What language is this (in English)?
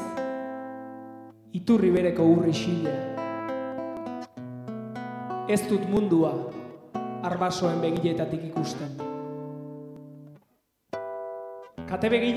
Basque